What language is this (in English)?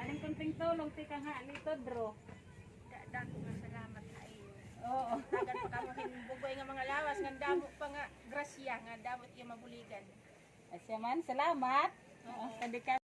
Waray